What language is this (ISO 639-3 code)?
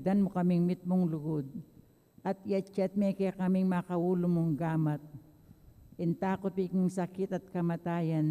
pam